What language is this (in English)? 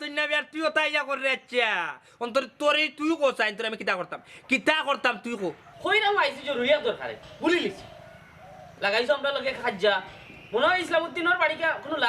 Sylheti